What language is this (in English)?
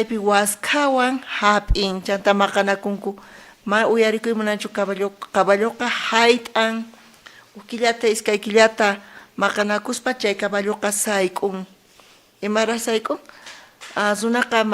South Bolivian Quechua